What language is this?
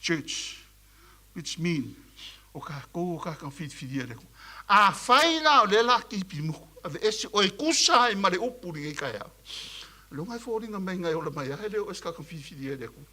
Samoan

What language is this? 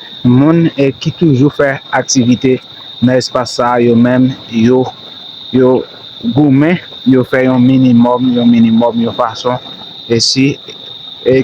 Haitian Creole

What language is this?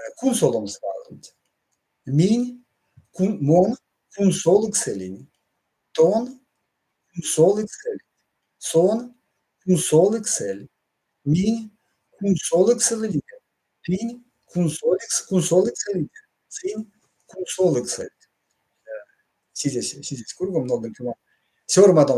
Erzya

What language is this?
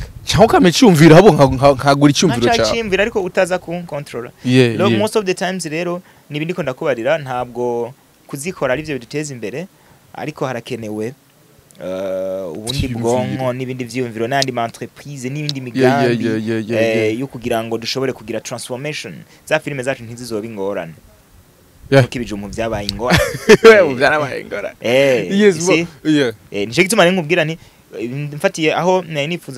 Rundi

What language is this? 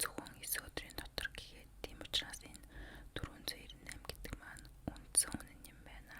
Mongolian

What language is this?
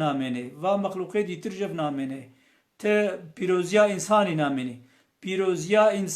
Kurdish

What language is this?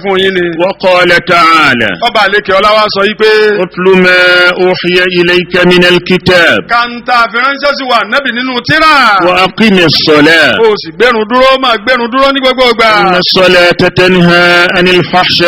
Yoruba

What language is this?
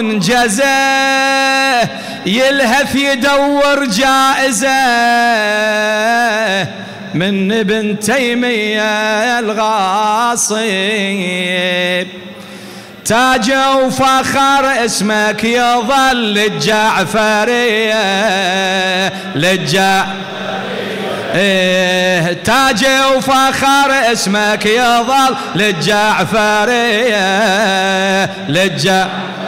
Arabic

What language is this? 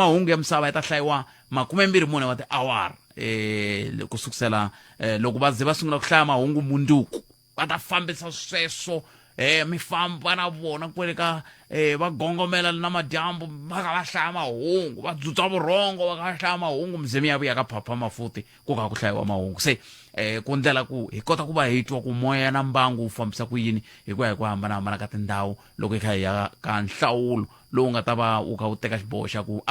Tsonga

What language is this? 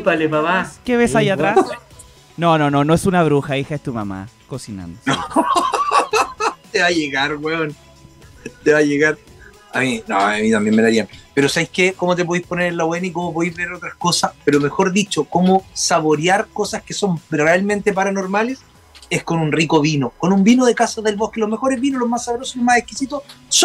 Spanish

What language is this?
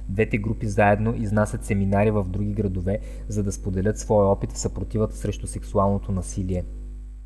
Bulgarian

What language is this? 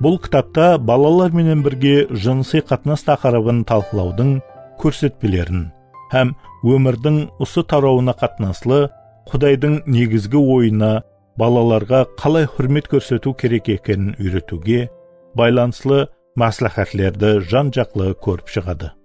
Kara-Kalpak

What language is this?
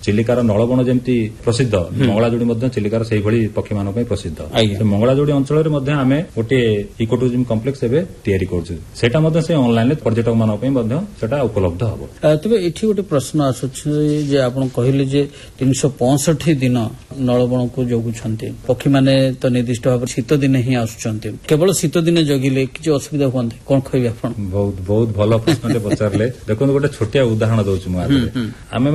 Odia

